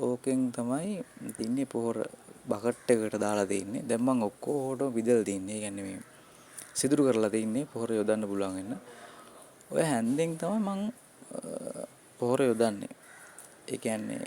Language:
Sinhala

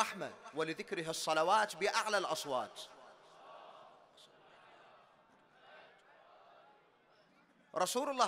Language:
Arabic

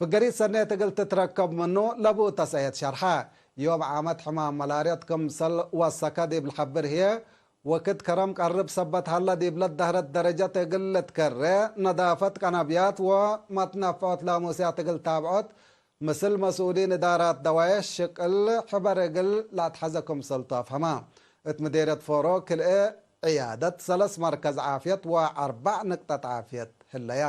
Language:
Tigre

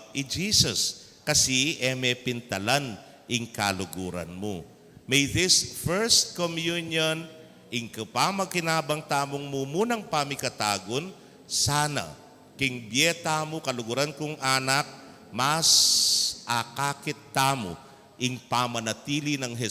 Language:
Pampanga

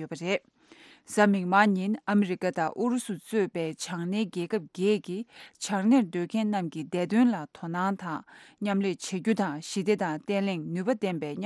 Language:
Tibetan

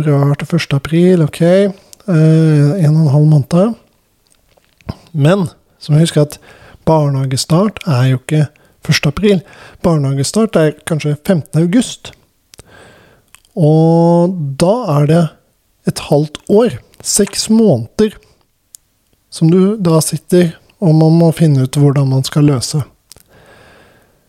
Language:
Norwegian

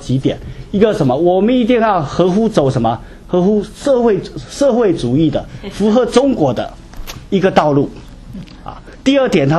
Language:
Chinese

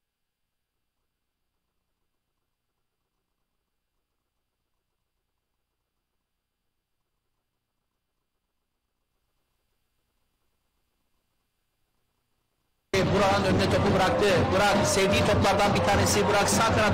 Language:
Turkish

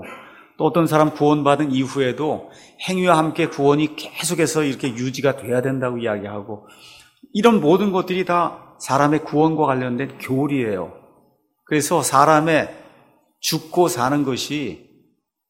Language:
Korean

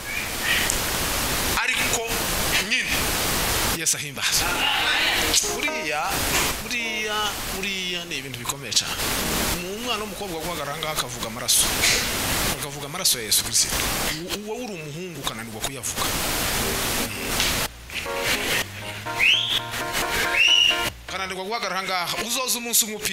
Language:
Kinyarwanda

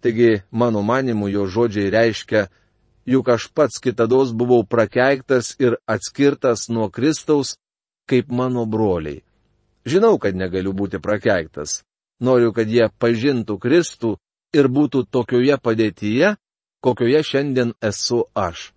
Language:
Lithuanian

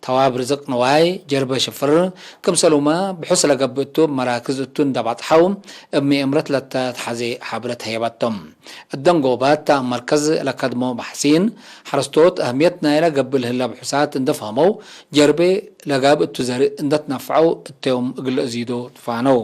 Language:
Tigre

